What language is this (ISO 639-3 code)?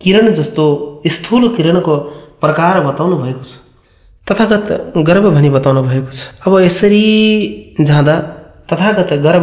nep